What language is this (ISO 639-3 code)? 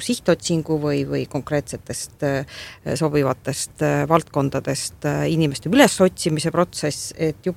est